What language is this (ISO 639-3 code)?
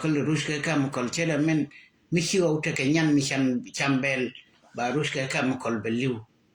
nus